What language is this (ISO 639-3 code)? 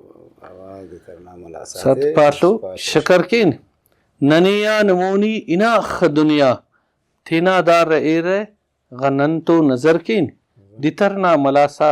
brh